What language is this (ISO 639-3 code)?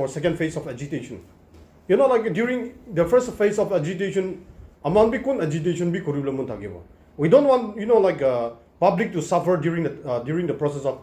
nag